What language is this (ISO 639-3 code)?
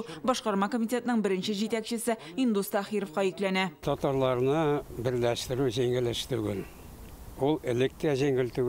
tat